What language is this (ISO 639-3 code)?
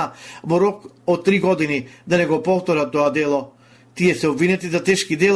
mkd